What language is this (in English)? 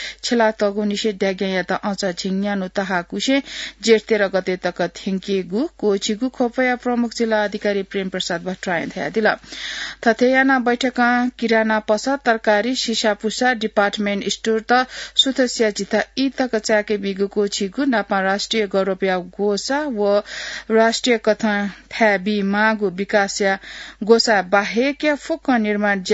Newari